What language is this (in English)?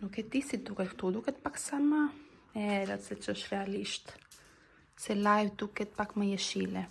Albanian